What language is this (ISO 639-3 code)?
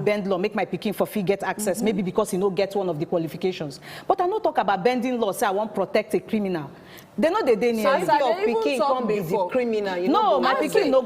pcm